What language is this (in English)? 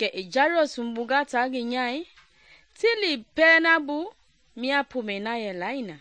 Mende